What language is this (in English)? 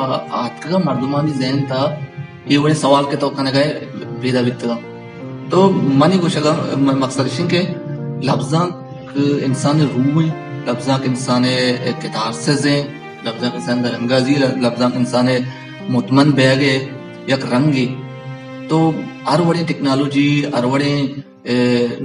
Baluchi